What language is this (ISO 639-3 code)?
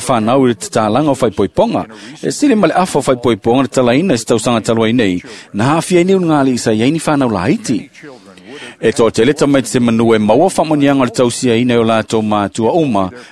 smo